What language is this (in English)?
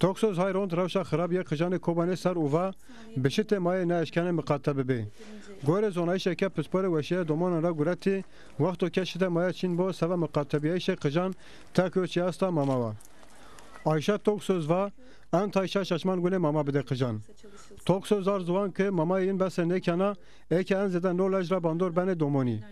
Zaza